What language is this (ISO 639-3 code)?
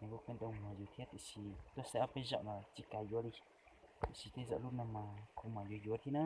hmn